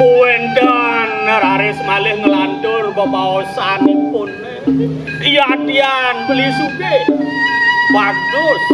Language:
Balinese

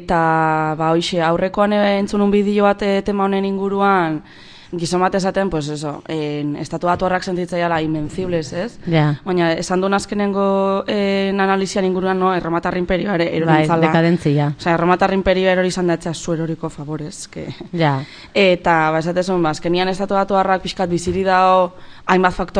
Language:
Basque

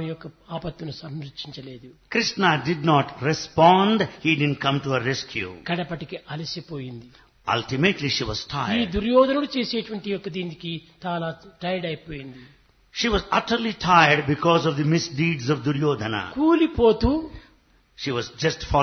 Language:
Telugu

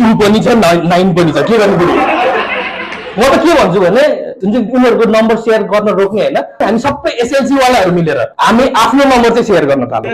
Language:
Nepali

